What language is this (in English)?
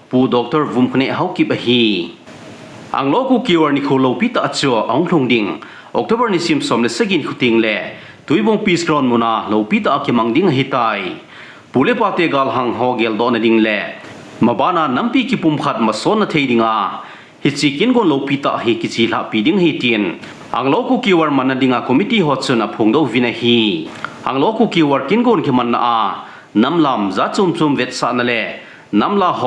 Thado Chin